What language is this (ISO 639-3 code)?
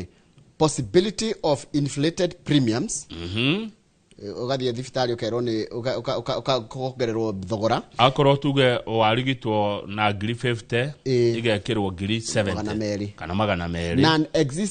kik